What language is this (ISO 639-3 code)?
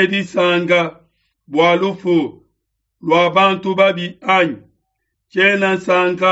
lua